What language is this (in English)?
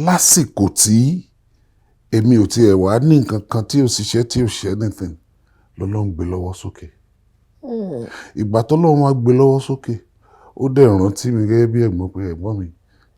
Yoruba